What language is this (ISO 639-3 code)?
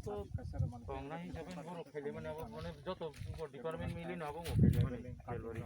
trp